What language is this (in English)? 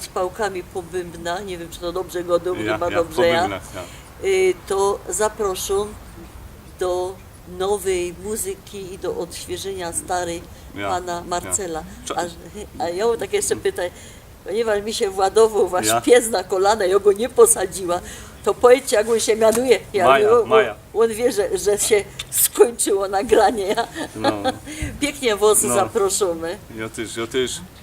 Silesian